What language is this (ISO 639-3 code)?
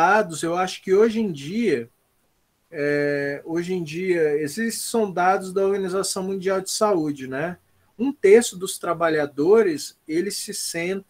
por